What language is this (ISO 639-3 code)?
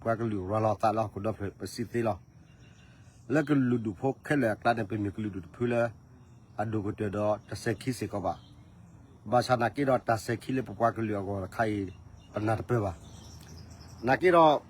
ksw